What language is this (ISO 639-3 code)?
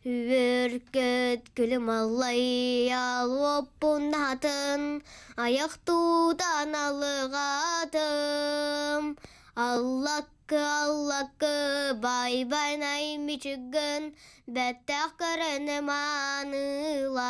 sah